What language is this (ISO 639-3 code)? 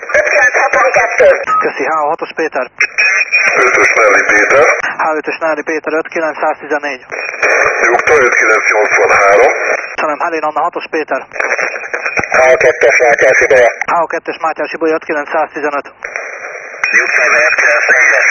hun